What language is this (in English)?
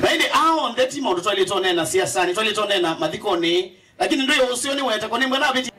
Kamba